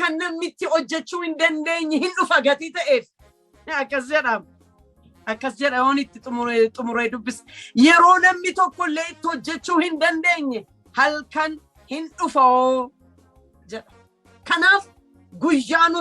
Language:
Oromo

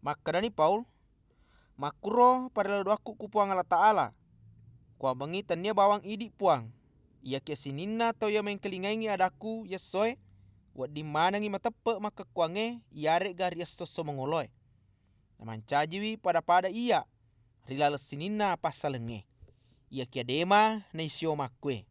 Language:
Buginese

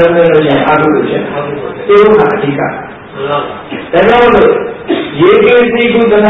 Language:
Burmese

